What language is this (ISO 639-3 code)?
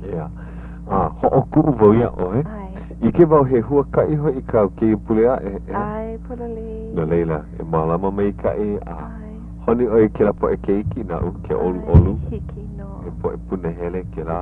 haw